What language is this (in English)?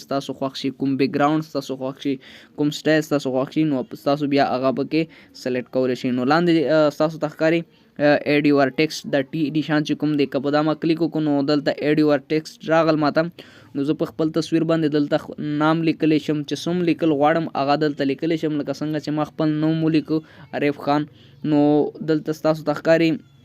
Pashto